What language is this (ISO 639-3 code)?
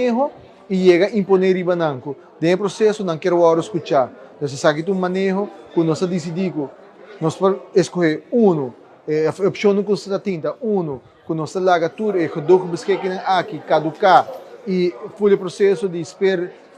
pap